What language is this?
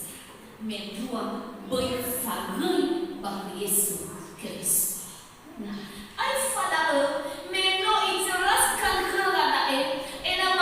Nias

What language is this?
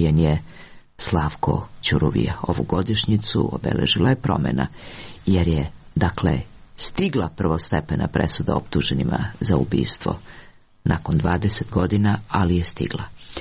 Serbian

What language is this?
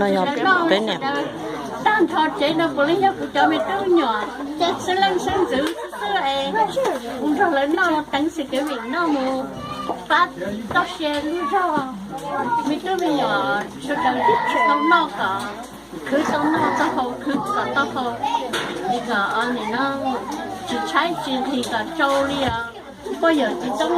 Hmong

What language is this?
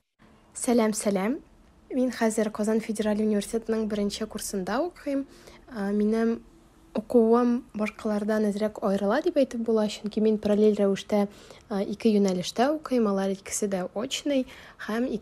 Tatar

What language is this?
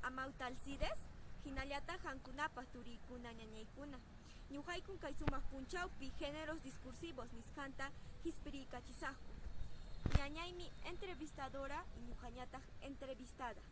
Quechua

